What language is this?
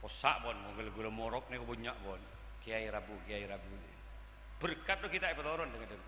Madurese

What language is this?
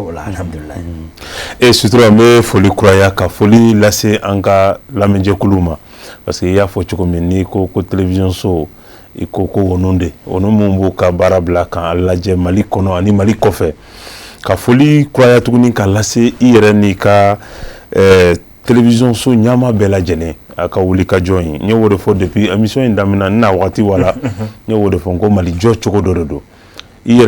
Bambara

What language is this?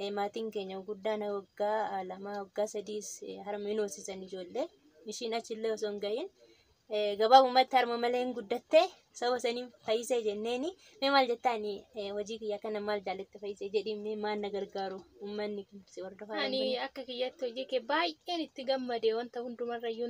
Oromo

